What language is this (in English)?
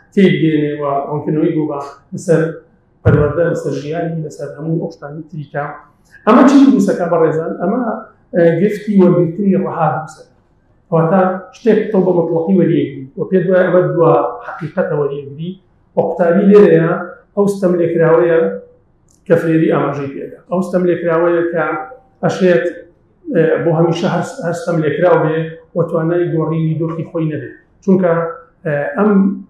Central Kurdish